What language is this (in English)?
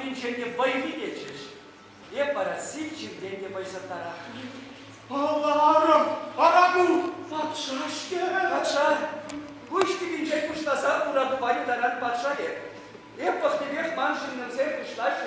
Chuvash